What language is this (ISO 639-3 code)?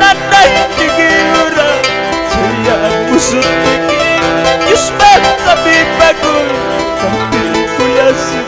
que